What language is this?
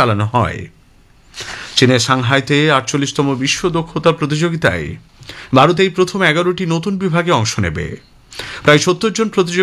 Bangla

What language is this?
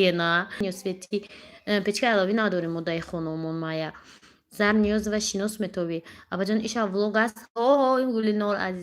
Tajik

